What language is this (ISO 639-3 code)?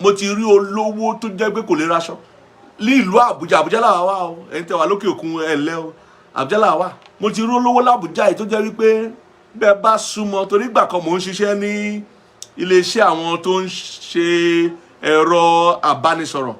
yor